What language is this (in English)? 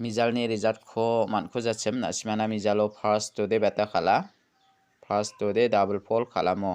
Garo